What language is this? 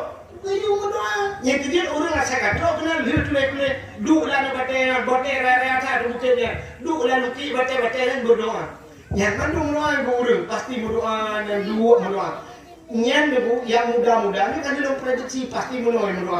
Achinese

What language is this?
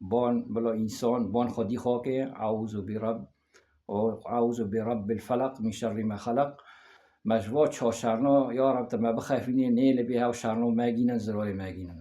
Kurdish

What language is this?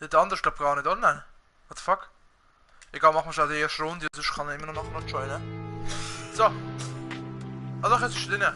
Swiss German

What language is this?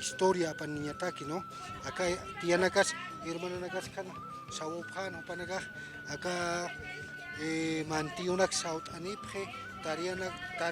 Aymara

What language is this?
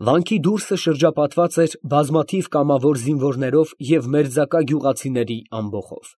Armenian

